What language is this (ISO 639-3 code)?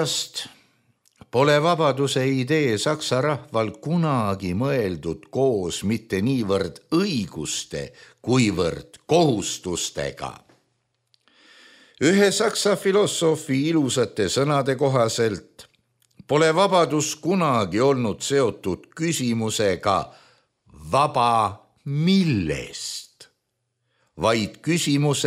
est